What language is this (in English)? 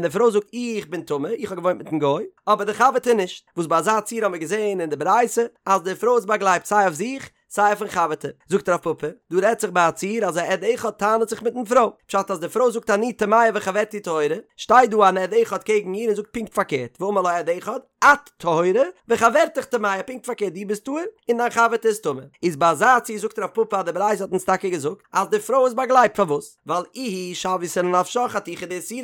Yiddish